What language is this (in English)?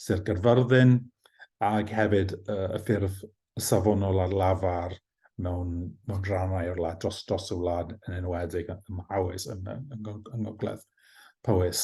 Welsh